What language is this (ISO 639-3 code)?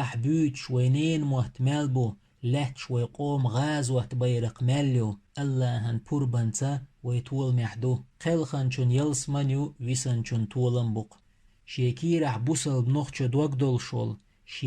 che